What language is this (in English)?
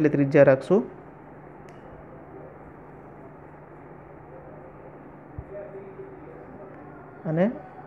Gujarati